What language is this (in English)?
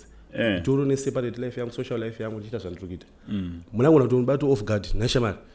Shona